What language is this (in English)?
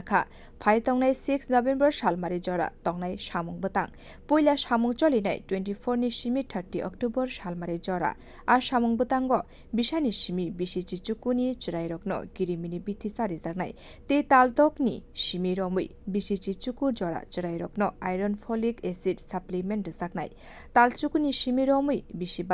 Kok Borok